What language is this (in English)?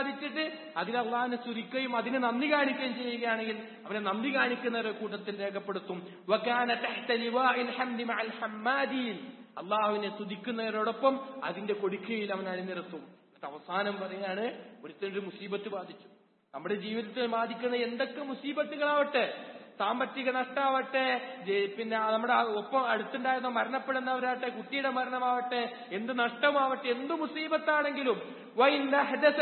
Malayalam